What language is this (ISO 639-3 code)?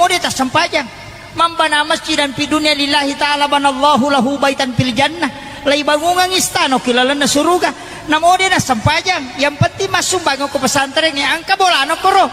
bug